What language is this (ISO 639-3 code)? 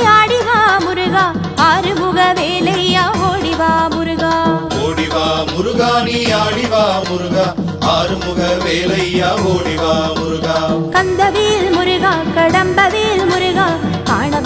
tam